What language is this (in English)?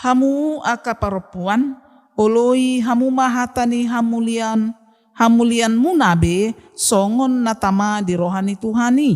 Batak Toba